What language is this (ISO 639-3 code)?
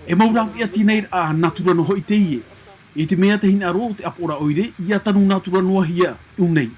tah